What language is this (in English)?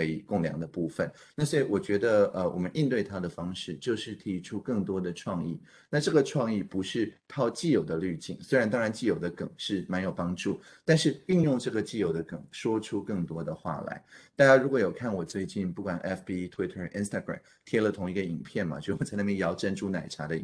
Chinese